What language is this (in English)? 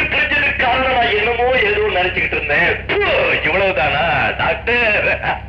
Tamil